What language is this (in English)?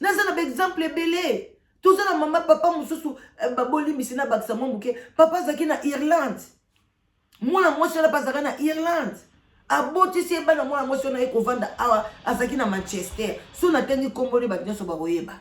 Lingala